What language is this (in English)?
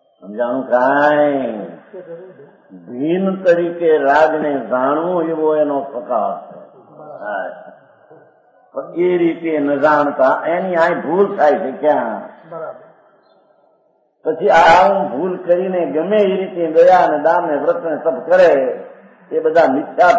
Gujarati